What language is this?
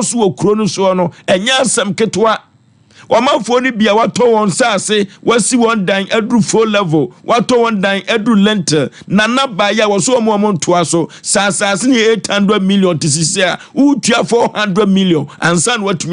Akan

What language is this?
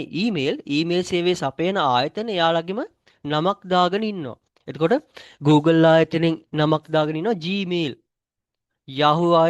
Sinhala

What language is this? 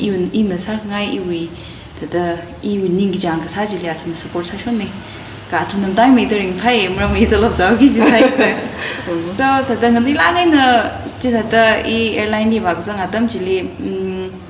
Tangkhul Naga (India)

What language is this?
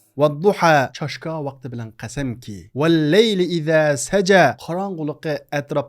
Uyghur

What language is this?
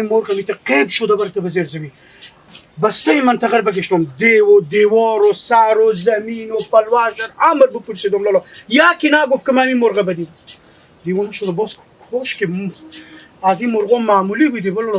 Hazaragi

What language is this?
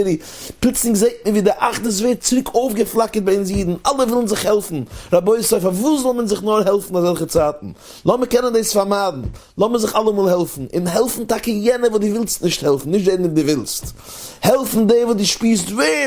Yiddish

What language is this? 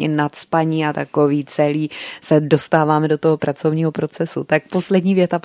Czech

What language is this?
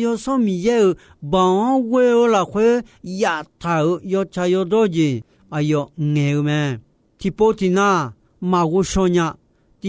Akha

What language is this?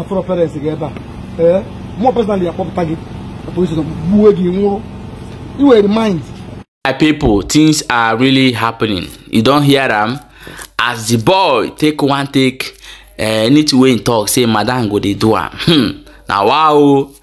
Nigerian Pidgin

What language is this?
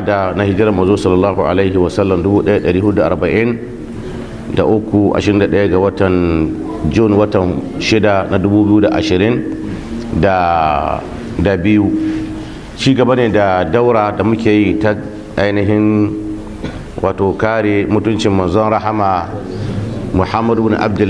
Hausa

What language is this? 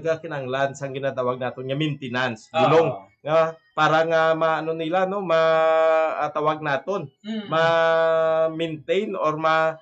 Hiligaynon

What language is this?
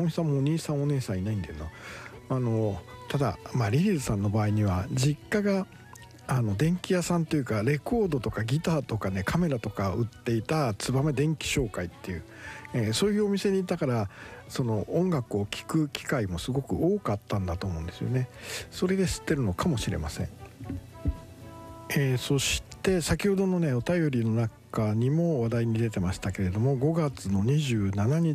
Japanese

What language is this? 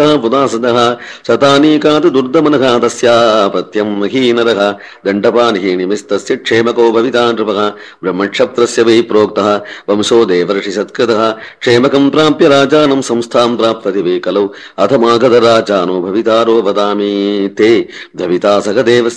Sanskrit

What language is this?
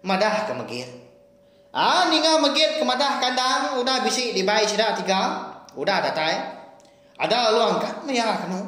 Iban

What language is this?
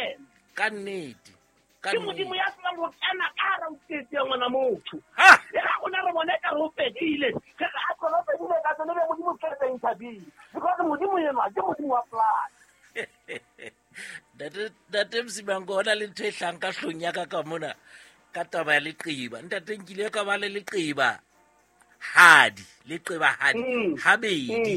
Southern Sotho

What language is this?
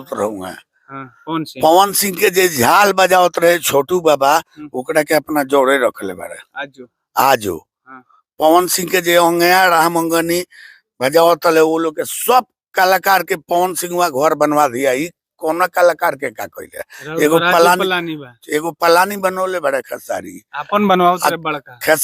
Bhojpuri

